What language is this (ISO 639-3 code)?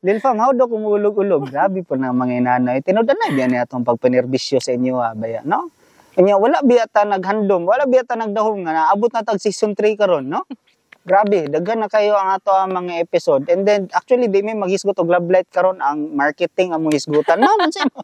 ceb